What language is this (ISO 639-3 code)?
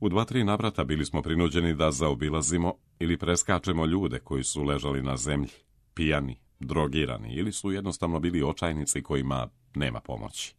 srp